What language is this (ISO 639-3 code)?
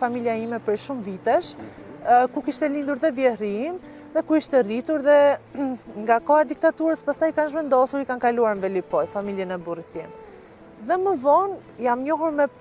sqi